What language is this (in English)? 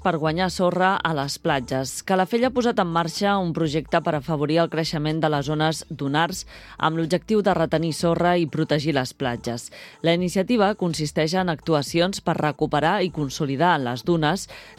Catalan